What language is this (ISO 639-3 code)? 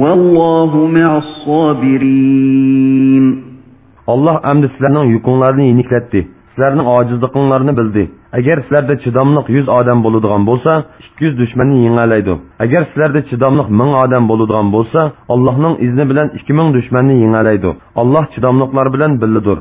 uig